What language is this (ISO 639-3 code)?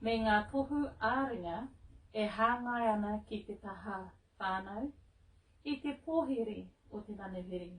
mri